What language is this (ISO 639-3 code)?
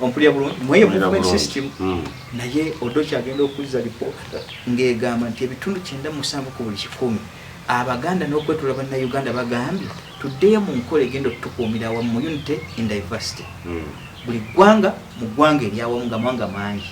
lug